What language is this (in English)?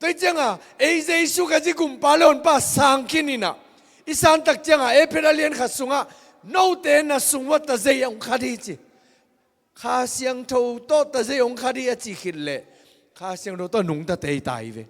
Tedim Chin